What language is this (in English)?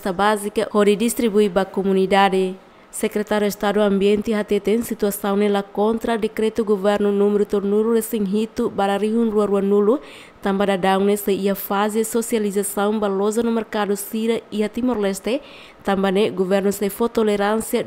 Tetum